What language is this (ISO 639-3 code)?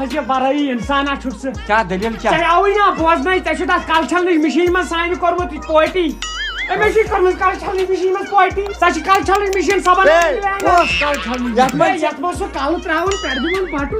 kas